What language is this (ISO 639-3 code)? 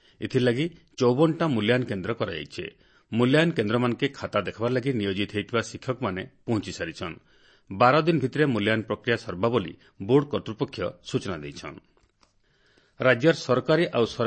ori